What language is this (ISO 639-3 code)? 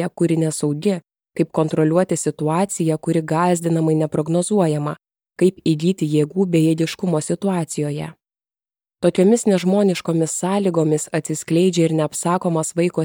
lit